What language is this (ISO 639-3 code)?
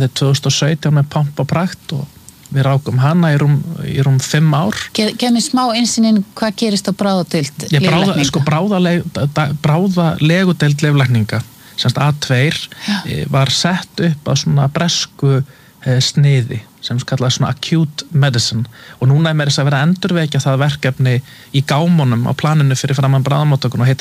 isl